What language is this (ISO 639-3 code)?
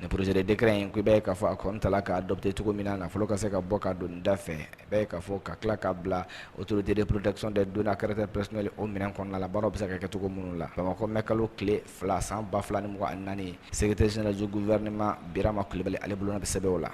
bam